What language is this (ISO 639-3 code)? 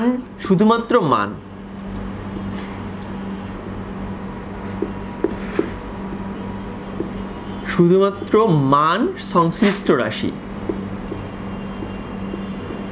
ben